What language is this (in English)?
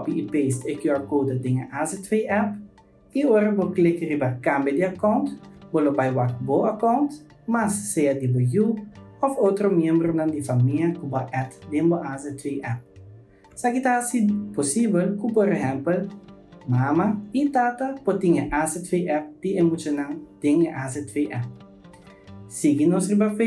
Papiamento